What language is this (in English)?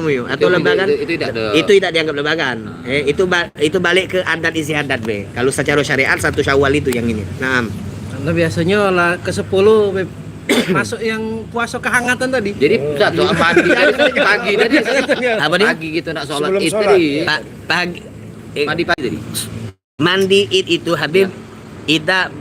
Musi